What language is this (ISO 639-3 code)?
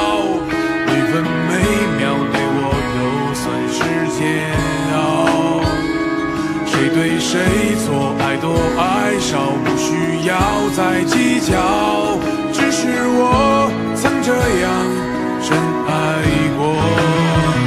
zho